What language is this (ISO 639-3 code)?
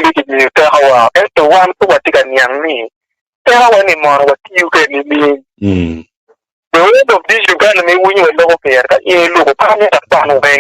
ach